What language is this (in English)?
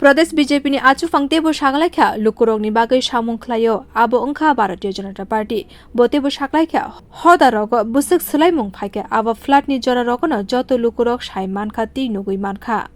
Kok Borok